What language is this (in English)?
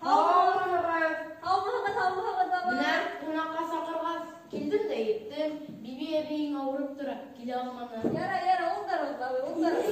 Bashkir